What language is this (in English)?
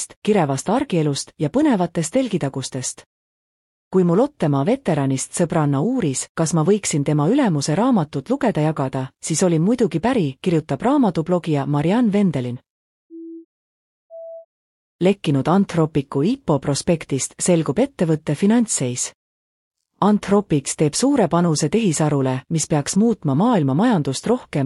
Estonian